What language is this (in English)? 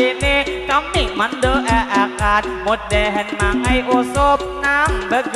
Banjar